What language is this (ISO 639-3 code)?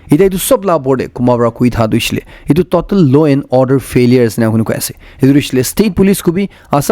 nag